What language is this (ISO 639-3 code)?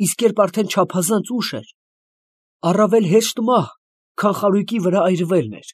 hye